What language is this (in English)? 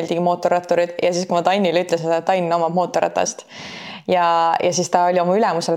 Estonian